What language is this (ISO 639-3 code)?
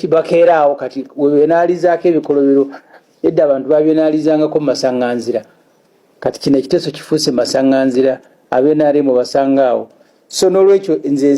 lug